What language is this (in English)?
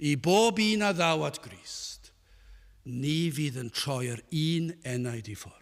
Welsh